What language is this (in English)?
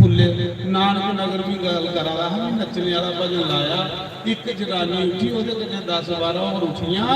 Dogri